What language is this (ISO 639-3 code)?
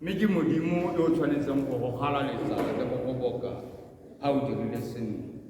tsn